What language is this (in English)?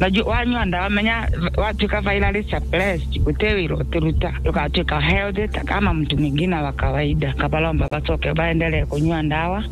Meru